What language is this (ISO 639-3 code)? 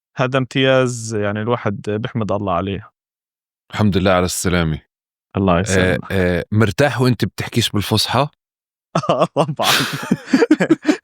apc